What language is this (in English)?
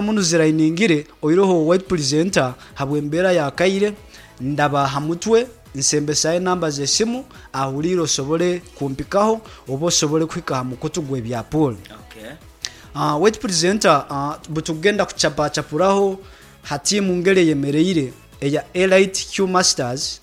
Nyoro